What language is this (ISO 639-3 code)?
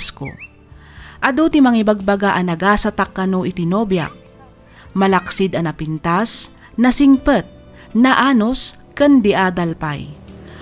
ilo